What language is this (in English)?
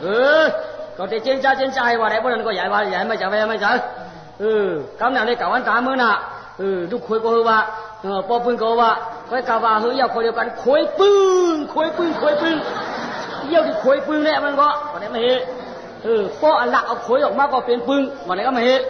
Shan